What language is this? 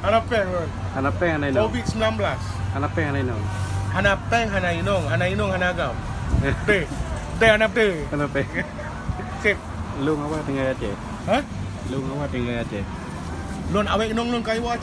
Achinese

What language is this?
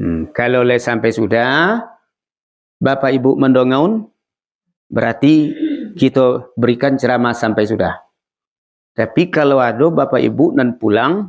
Minangkabau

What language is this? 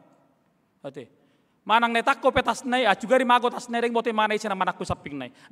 Batak Toba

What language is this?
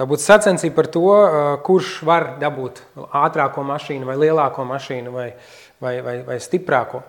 Latvian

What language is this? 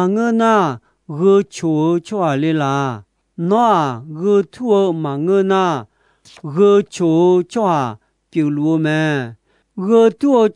Akha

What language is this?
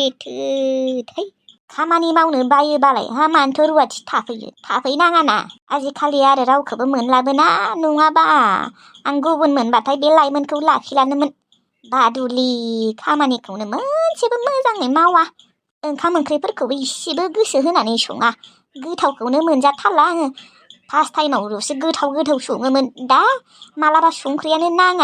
Bodo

